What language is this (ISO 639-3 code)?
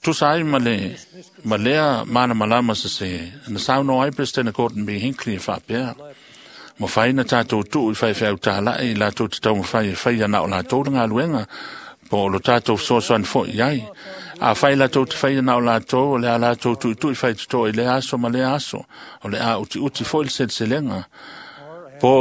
smo